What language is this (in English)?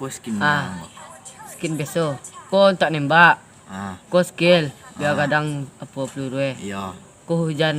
Minangkabau